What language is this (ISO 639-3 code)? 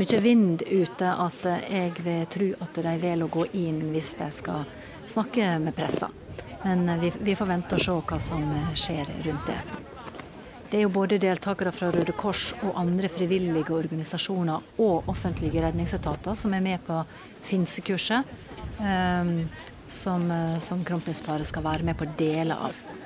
nor